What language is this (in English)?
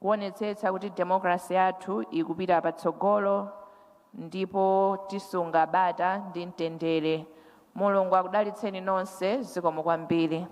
Nyanja